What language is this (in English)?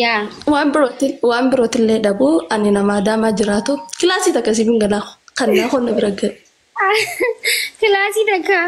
Oromo